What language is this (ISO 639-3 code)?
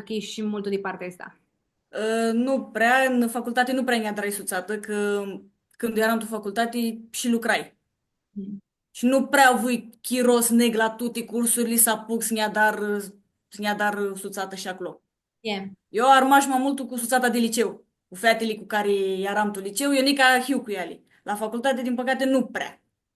rup